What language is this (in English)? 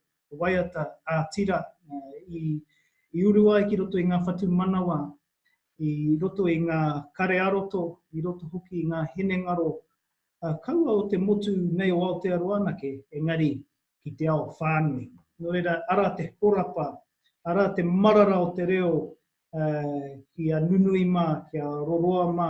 Māori